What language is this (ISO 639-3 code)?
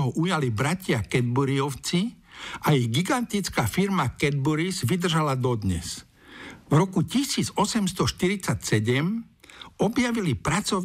slk